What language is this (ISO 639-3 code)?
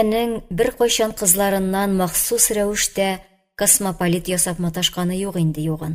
tat